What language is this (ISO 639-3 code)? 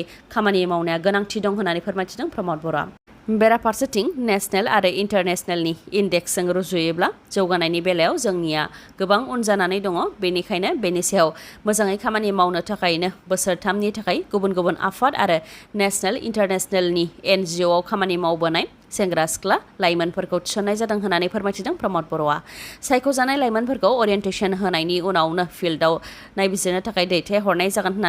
brx